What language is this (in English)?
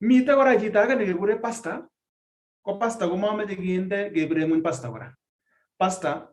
Kalenjin